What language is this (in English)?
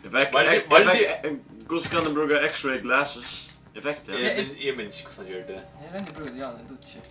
Faroese